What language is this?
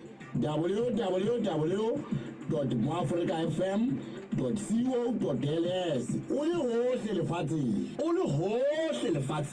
Southern Sotho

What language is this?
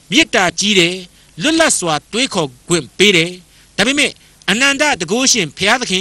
Burmese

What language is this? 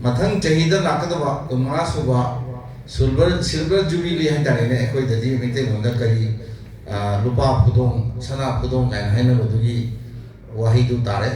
Manipuri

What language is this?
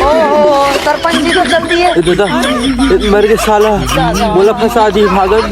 Chhattisgarhi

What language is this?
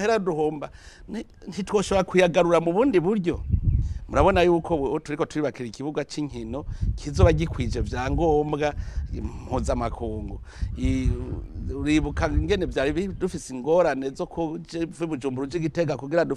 Rundi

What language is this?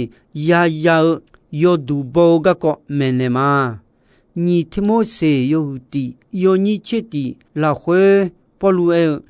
Akha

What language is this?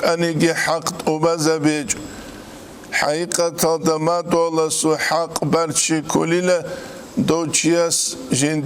Avaric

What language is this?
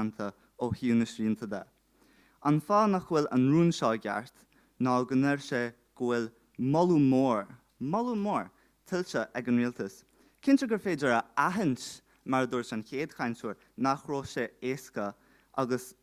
Irish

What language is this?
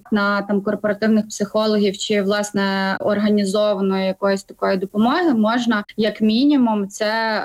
Ukrainian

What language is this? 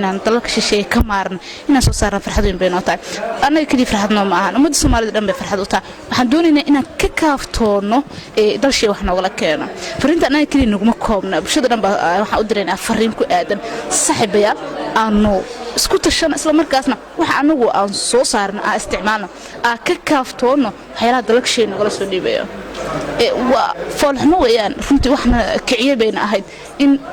Somali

